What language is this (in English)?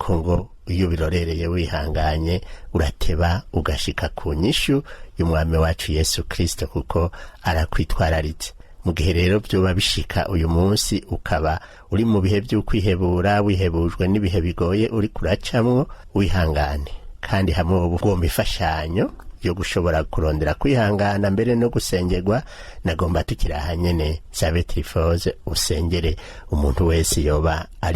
Rundi